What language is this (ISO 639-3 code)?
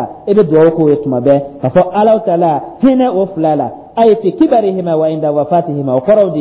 dyu